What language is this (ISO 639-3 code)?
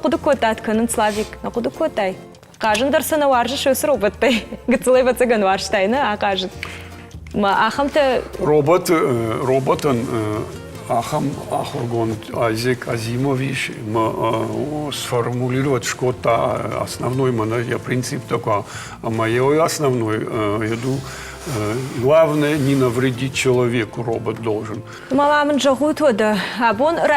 oss